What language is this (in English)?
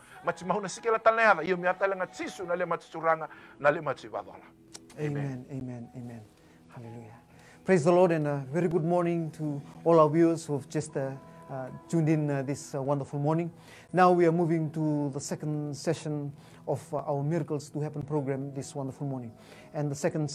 Fijian